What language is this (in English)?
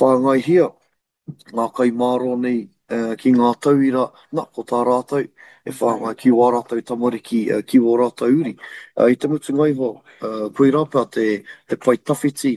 Māori